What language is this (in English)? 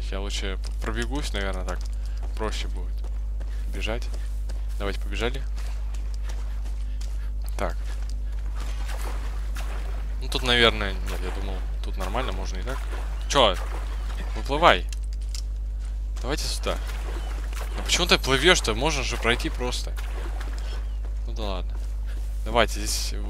Russian